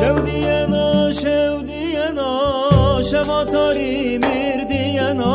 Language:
Zaza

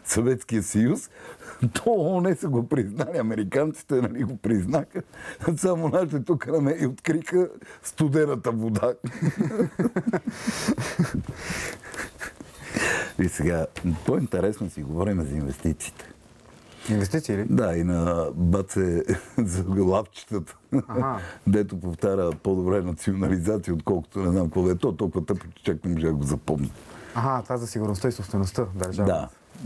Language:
Bulgarian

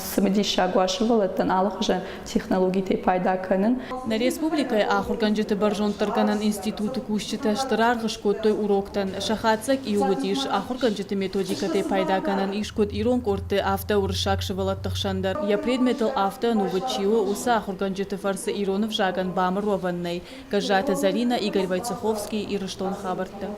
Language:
Ossetic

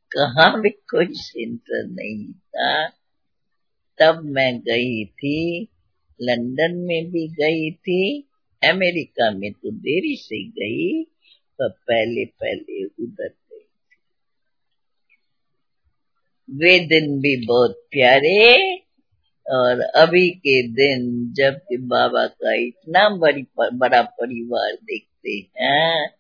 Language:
Hindi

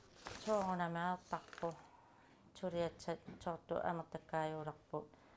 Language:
Kalaallisut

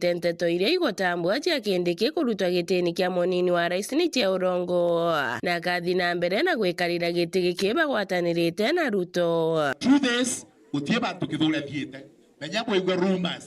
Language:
Meru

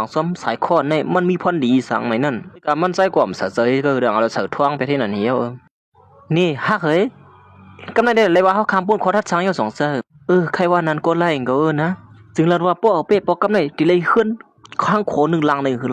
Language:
Shan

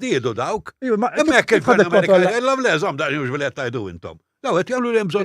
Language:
Maltese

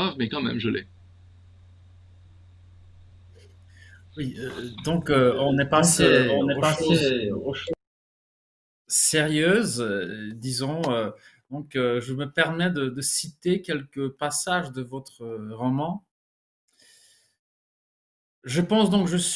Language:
French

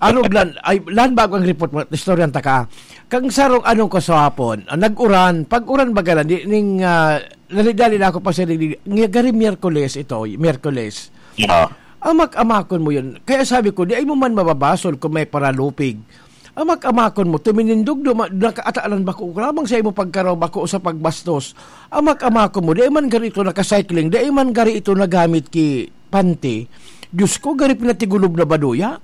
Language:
Bikol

